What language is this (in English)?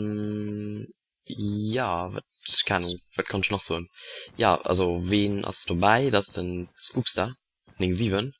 Luxembourgish